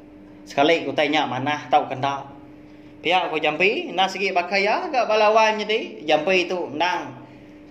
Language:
Iban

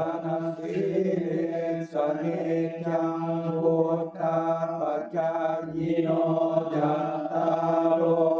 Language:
Pali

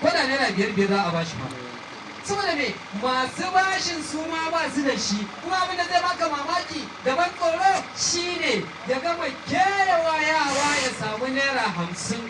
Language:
Hausa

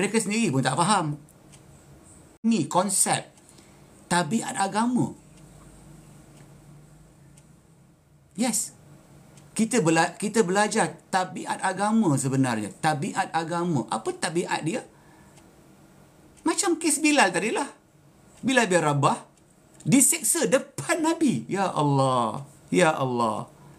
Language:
Malay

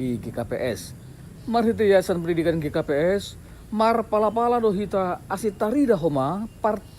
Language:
Batak Simalungun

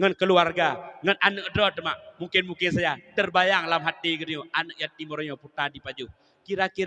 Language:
Achinese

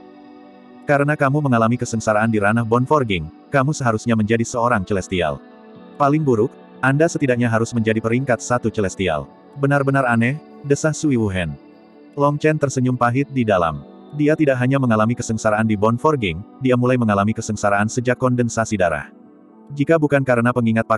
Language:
Indonesian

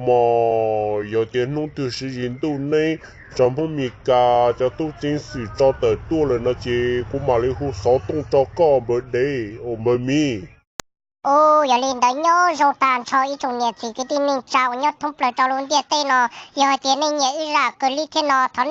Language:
Hmong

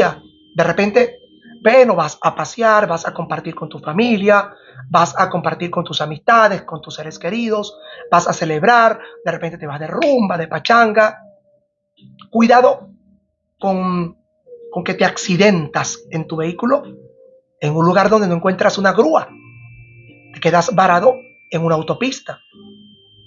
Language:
Spanish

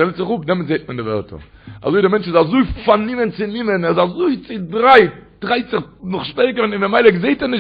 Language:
Yiddish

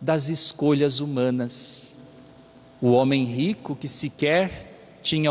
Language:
Portuguese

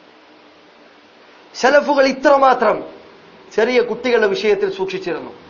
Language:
Malayalam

